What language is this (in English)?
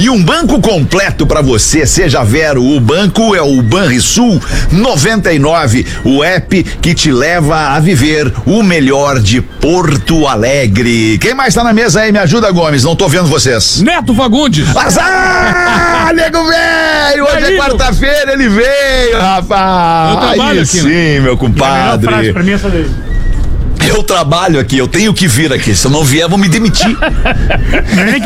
Portuguese